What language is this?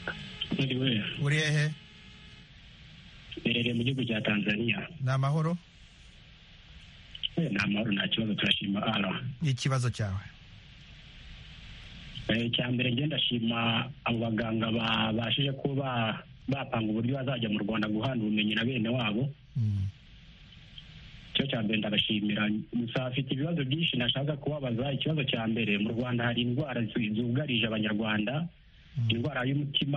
Kinyarwanda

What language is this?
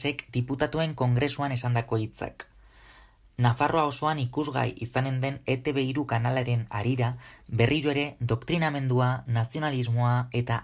Basque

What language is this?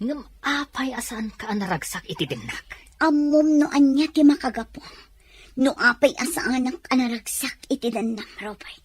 Iloko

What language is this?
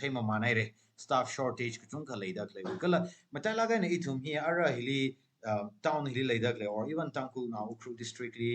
Tangkhul Naga (India)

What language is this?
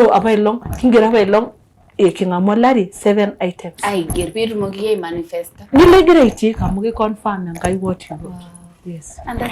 Masai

